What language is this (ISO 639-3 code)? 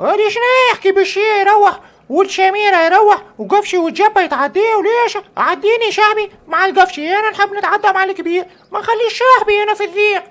aeb